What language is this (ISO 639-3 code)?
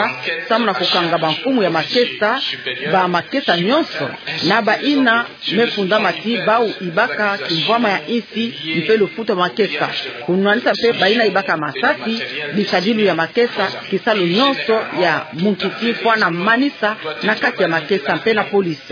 ktu